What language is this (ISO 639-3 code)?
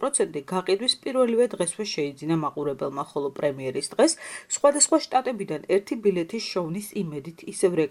kat